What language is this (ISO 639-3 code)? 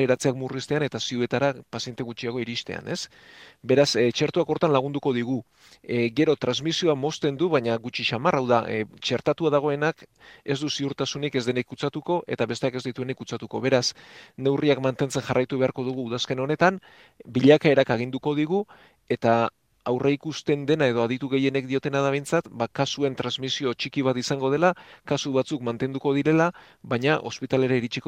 eus